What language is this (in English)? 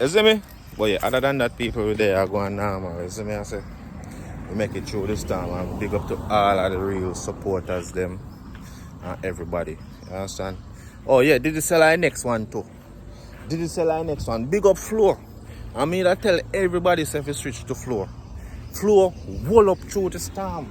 Jamaican Creole English